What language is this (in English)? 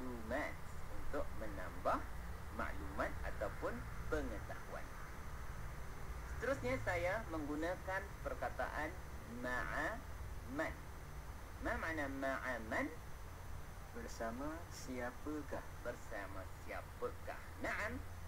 Malay